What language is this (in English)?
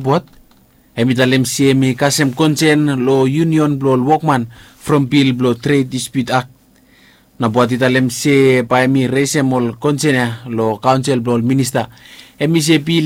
Bislama